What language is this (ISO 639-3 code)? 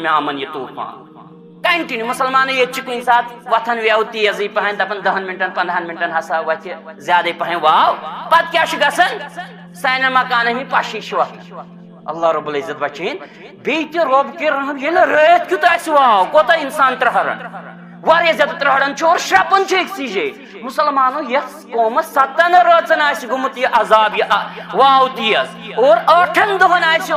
kas